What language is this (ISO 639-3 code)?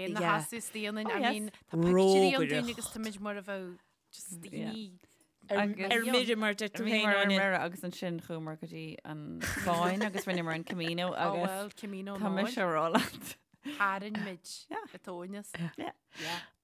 gle